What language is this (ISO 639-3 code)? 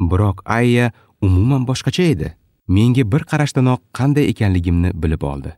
uzb